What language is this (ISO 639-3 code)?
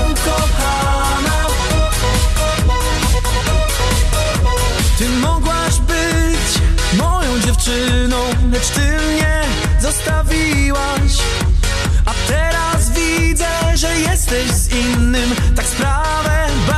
pol